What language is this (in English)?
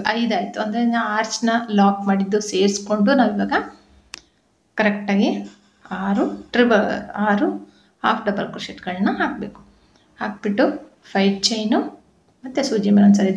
Kannada